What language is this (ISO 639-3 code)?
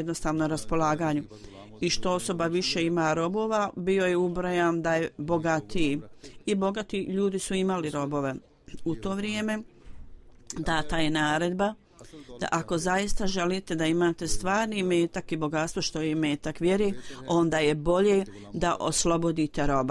bos